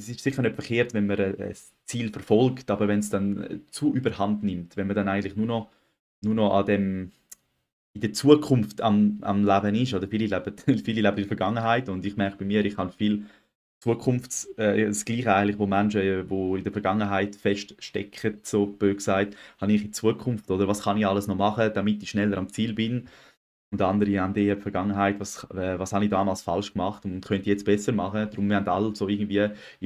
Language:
Swiss German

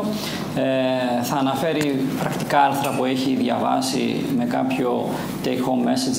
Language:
Greek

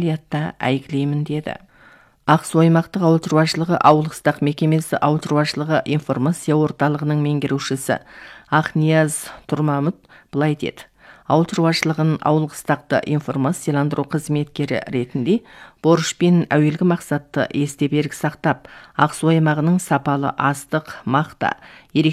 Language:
Kazakh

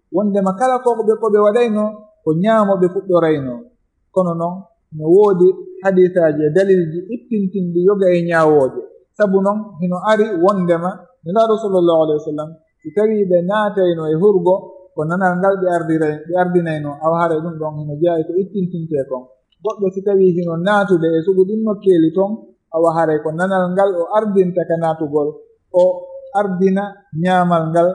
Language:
Fula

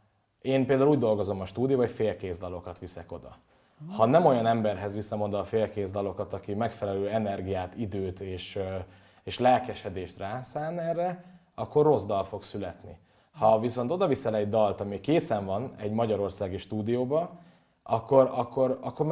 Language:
Hungarian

